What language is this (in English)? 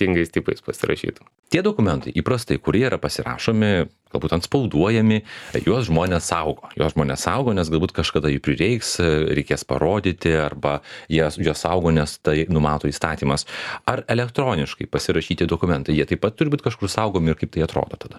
Lithuanian